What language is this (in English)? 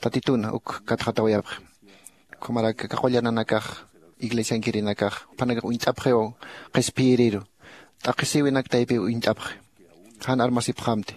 Aymara